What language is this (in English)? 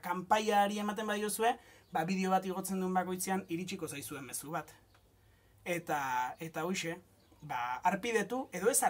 Basque